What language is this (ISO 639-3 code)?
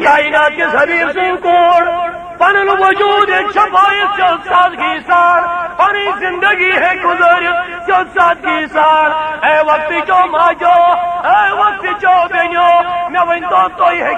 kas